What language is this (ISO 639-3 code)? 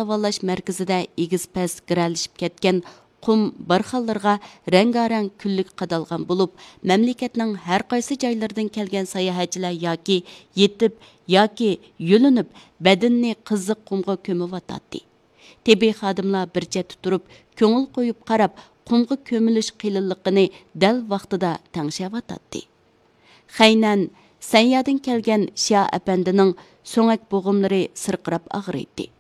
uig